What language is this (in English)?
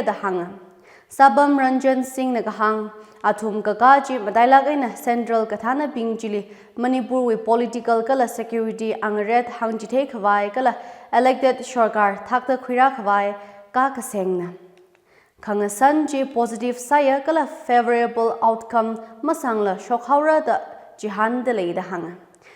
Tangkhul Naga (India)